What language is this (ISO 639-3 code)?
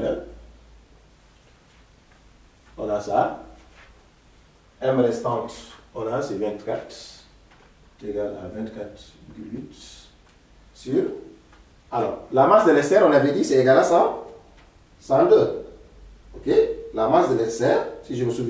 fra